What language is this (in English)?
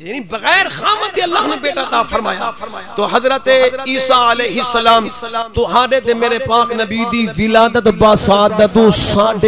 Saraiki